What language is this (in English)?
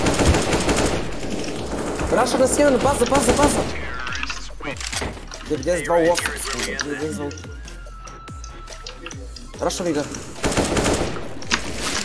Croatian